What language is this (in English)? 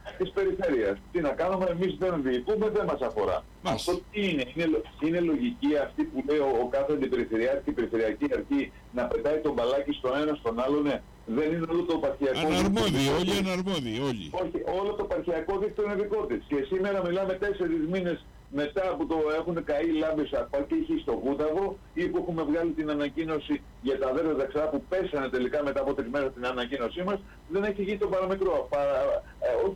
Greek